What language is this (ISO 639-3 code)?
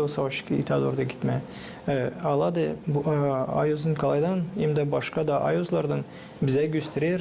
gag